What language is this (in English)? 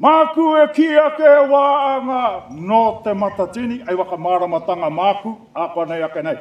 Māori